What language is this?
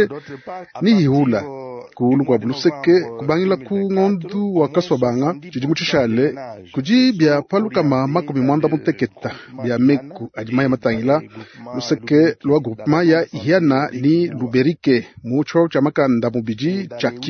Luba-Lulua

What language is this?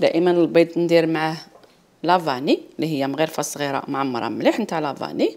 Algerian Arabic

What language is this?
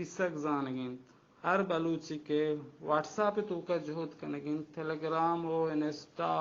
Baluchi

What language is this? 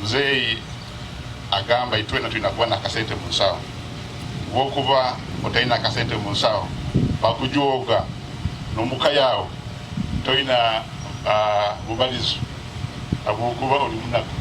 Nyankole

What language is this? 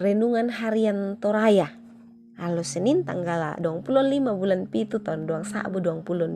Toraja-Sa'dan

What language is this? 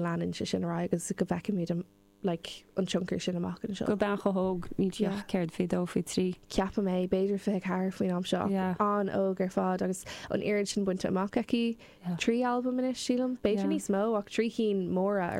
Irish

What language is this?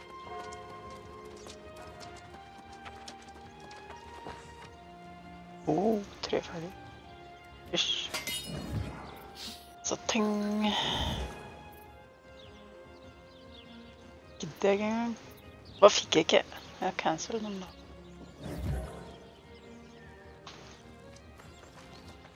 Norwegian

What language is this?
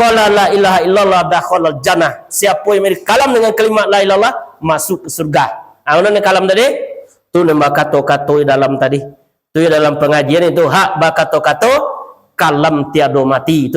Minangkabau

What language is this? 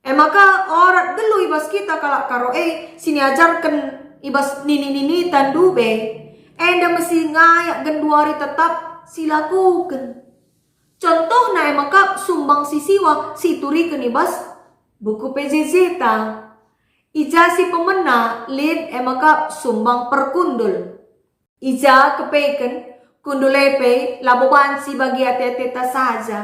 Batak Karo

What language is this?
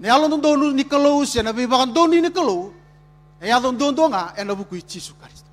Fijian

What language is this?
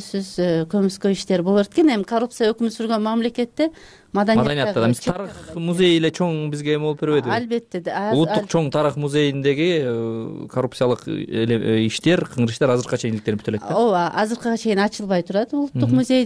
Kyrgyz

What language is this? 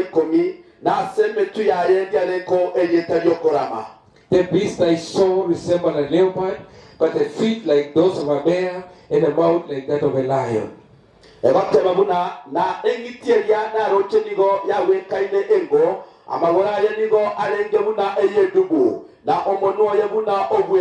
Gusii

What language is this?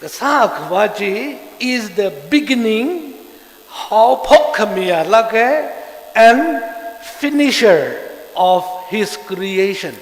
Tangkhul Naga (India)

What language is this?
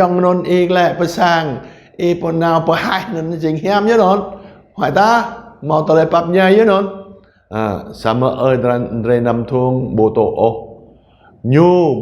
Jarai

